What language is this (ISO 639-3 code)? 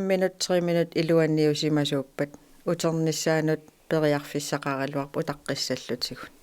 kal